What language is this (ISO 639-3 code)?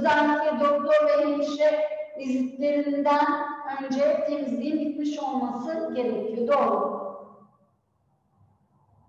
tur